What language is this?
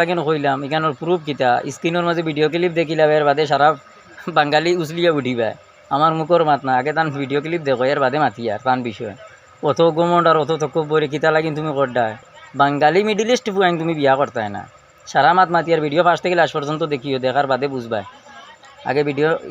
Sylheti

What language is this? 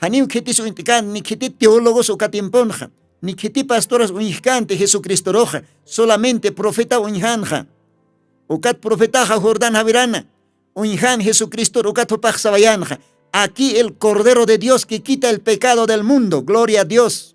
Aymara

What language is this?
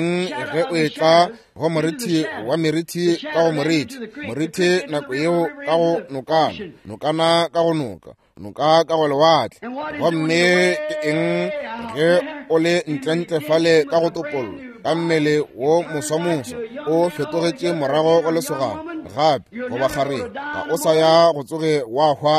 Northern Sotho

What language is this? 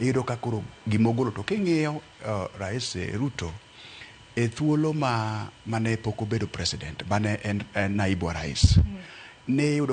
Luo (Kenya and Tanzania)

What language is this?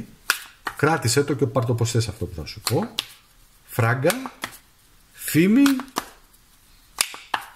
Greek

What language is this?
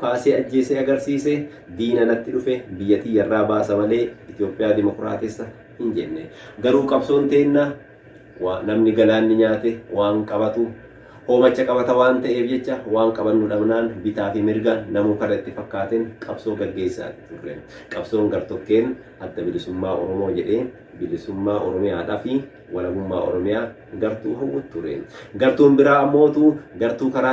Oromo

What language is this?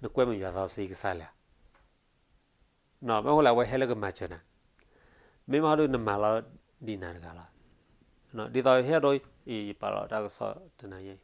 S'gaw Karen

